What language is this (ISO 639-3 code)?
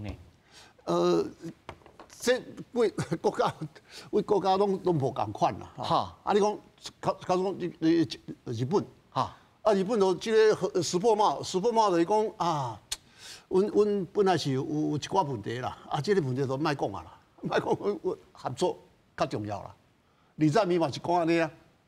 nan